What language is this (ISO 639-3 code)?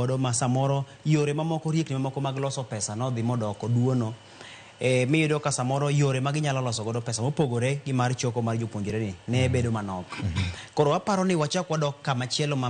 luo